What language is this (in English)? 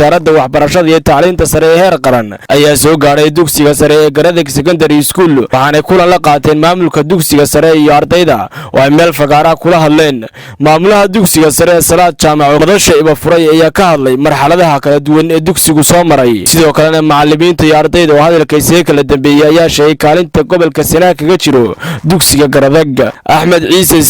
Somali